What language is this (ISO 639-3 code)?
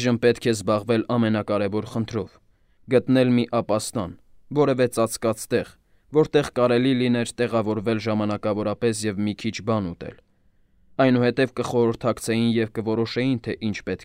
hye